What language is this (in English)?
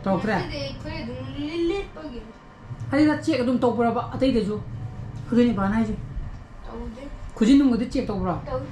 Manipuri